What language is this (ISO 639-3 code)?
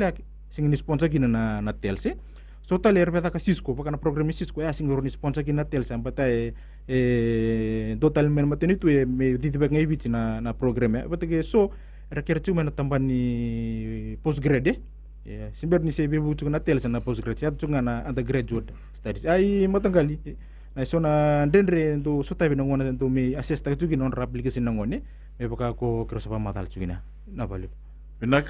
fij